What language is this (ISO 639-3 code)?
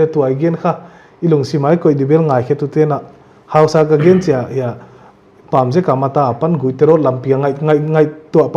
pck